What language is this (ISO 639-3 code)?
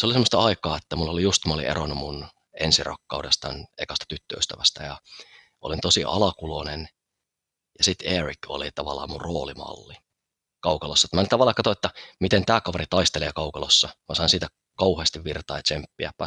fin